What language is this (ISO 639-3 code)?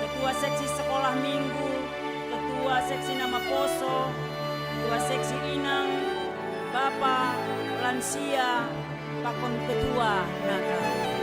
bts